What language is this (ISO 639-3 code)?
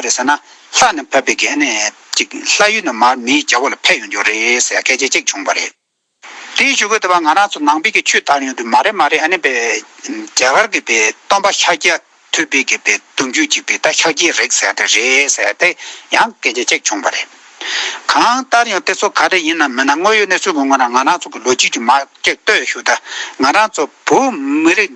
bod